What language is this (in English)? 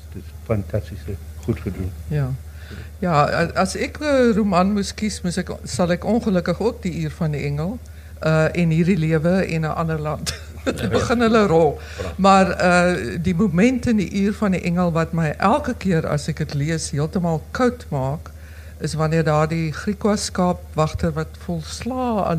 Afrikaans